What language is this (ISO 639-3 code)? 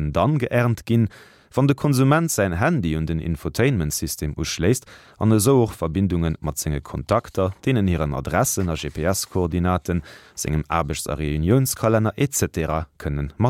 ltz